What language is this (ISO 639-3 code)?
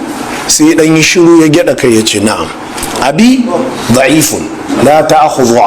hau